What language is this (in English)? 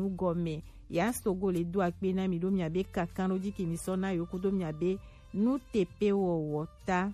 Gen